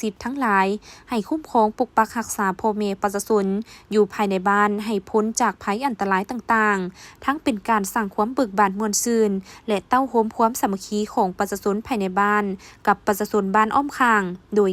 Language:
Lao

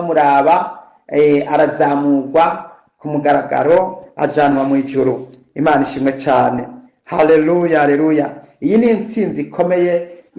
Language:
Rundi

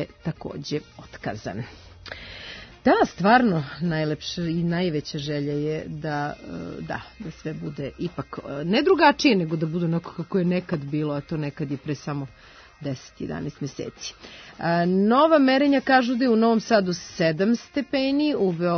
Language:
Serbian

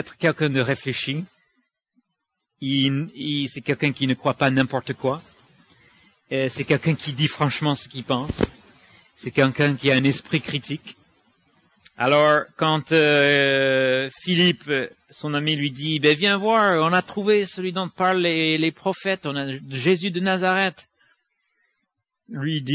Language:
French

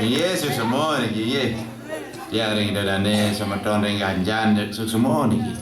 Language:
Balinese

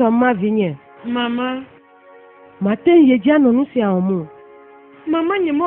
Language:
Ewe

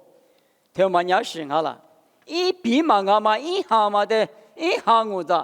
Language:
Lisu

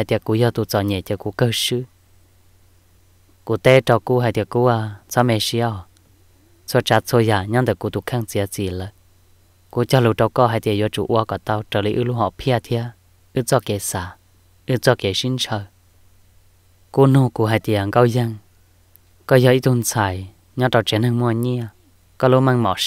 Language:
Vietnamese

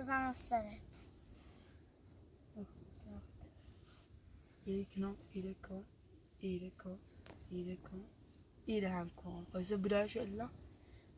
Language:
Persian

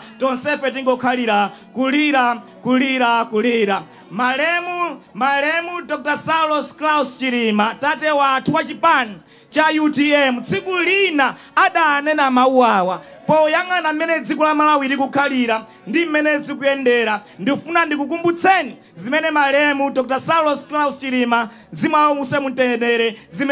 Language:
Nyanja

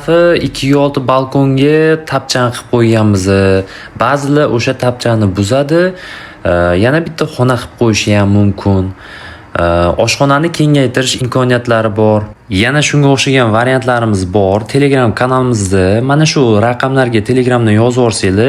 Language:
Uzbek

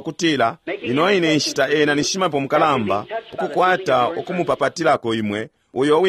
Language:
Bemba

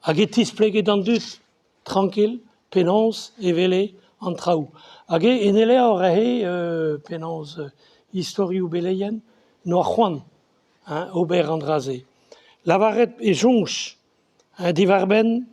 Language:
Breton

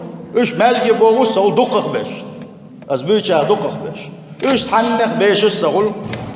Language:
Chechen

